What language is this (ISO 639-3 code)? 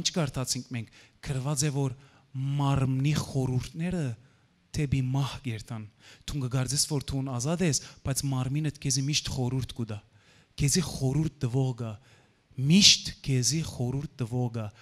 hyw